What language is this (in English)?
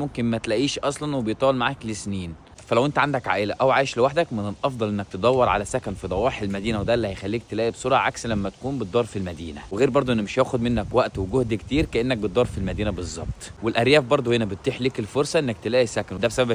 Egyptian Arabic